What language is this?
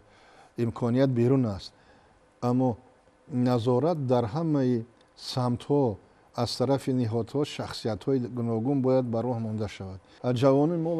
Tajik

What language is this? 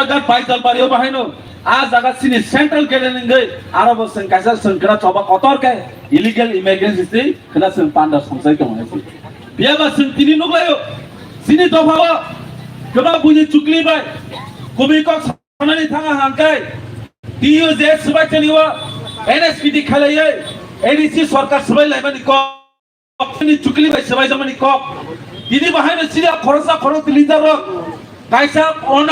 Kok Borok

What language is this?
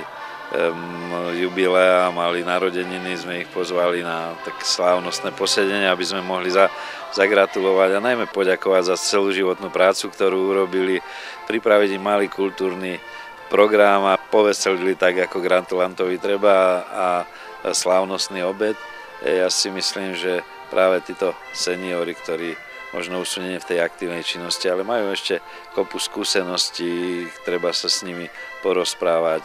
Slovak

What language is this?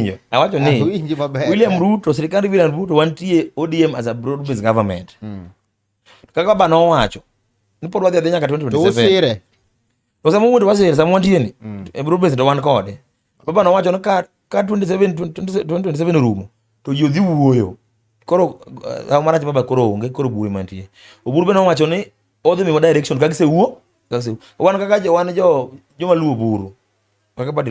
Luo (Kenya and Tanzania)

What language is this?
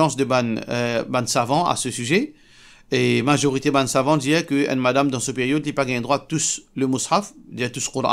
Morisyen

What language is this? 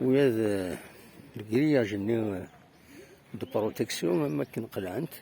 Kabyle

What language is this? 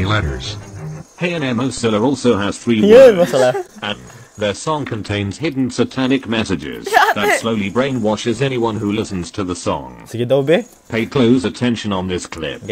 Cebuano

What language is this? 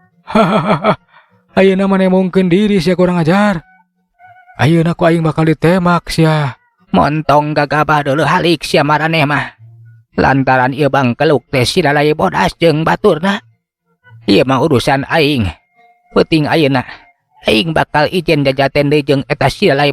Sundanese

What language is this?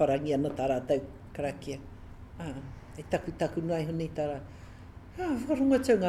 Māori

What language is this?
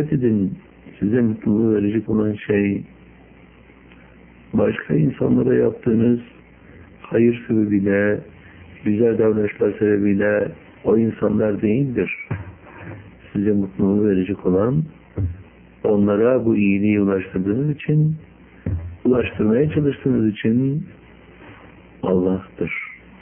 Turkish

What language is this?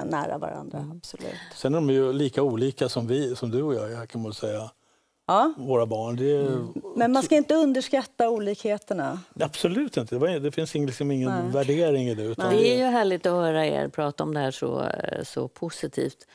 Swedish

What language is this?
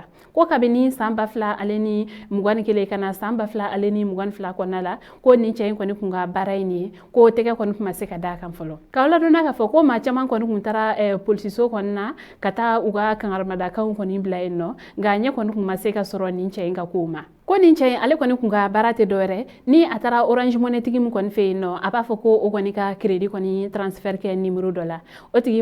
Bambara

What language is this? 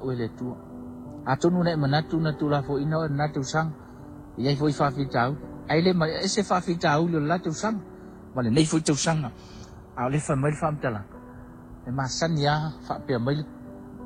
Samoan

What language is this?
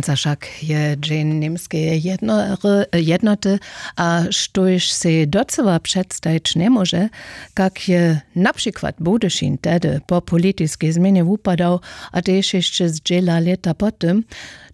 Upper Sorbian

